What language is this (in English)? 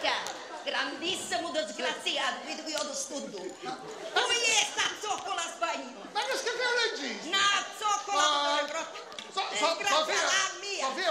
Sicilian